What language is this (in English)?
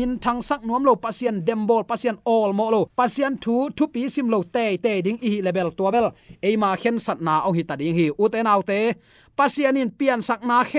Tedim Chin